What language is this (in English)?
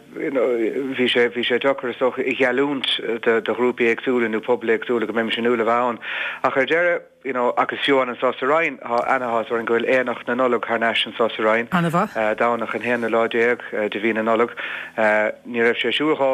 Irish